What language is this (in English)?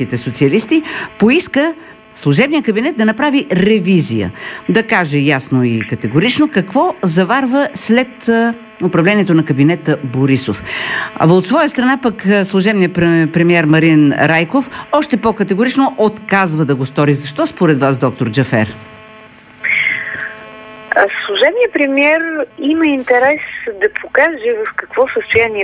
Bulgarian